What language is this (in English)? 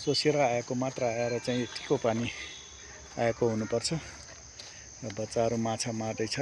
Nepali